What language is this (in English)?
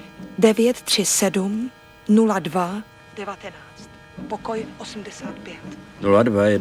Czech